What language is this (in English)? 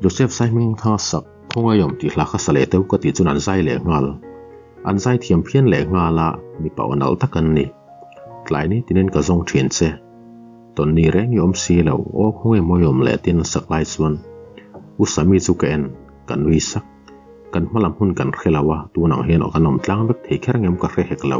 Mizo